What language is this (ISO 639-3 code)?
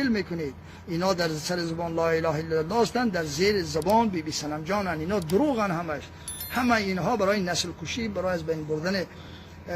fas